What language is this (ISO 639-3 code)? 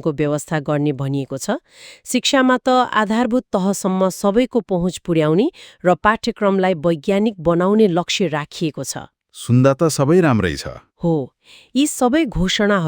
nep